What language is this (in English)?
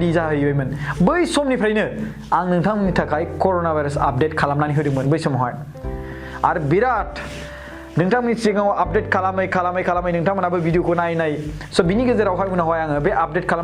Bodo